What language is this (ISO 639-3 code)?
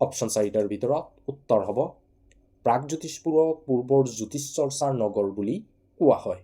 asm